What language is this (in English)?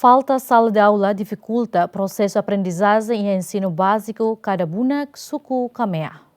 Tetum